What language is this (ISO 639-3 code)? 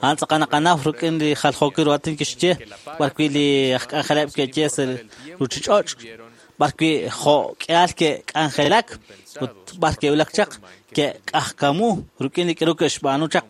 kek